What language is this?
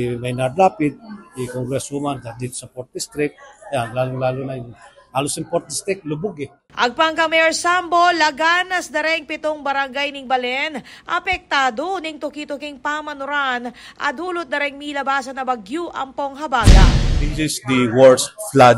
Pampanga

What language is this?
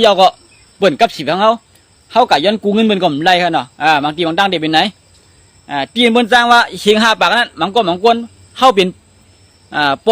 Shan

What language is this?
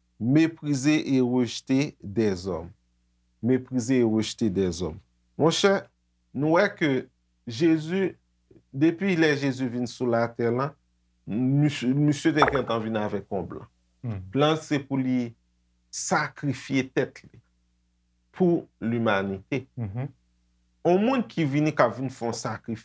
Haitian Creole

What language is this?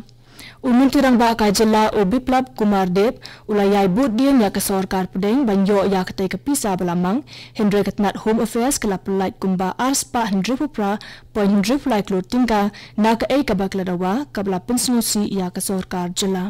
Khasi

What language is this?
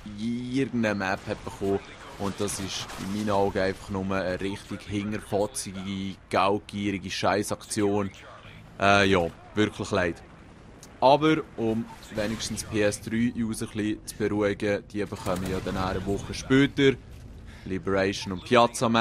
Swiss German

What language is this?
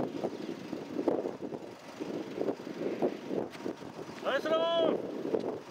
Japanese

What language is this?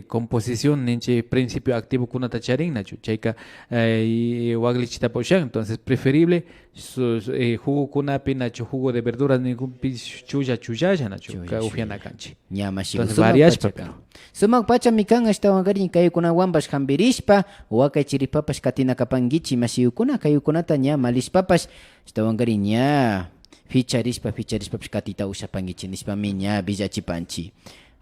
Imbabura Highland Quichua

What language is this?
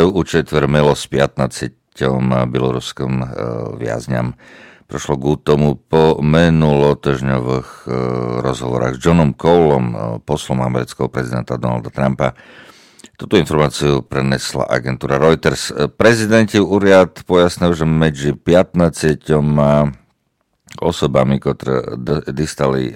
Slovak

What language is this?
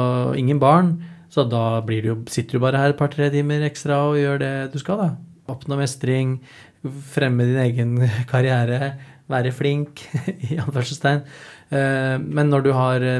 Norwegian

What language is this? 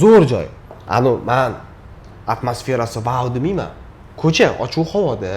Uzbek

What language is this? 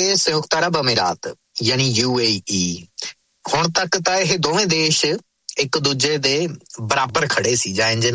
Punjabi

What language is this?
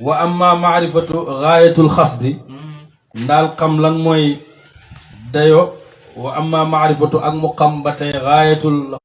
Wolof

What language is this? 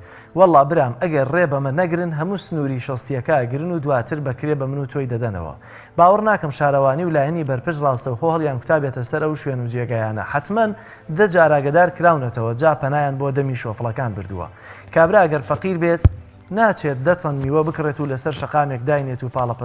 Central Kurdish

